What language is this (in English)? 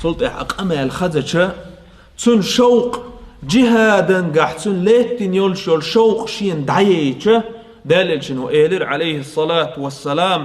Chechen